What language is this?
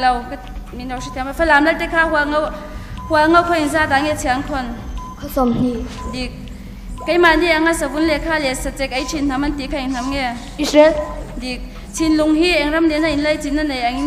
Hakha Chin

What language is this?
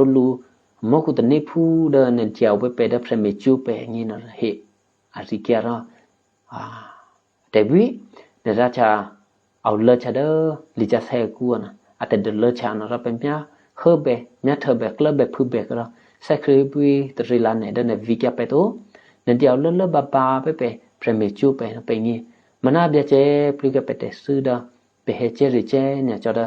Eastern Kayah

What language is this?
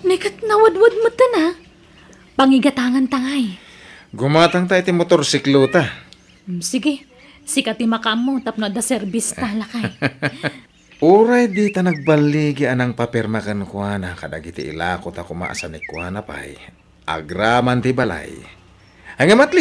Iloko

